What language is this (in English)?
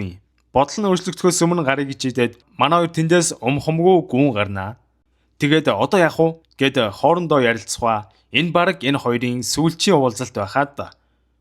Mongolian